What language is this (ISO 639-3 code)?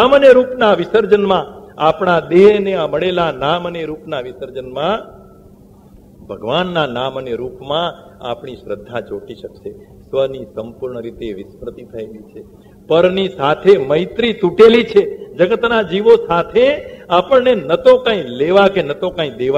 guj